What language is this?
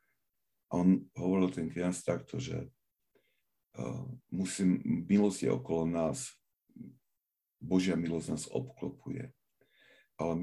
Slovak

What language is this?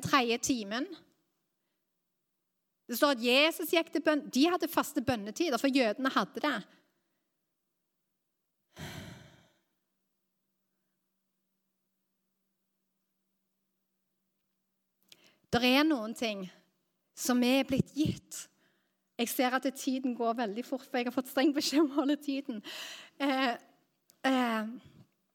Norwegian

